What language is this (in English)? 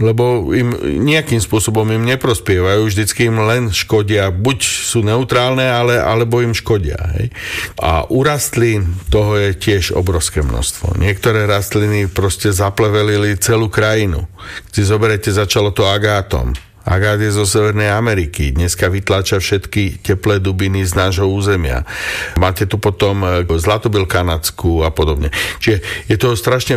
Slovak